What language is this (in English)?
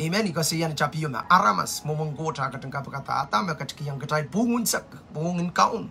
Pohnpeian